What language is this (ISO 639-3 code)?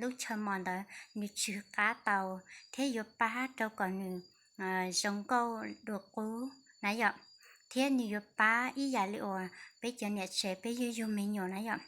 hmn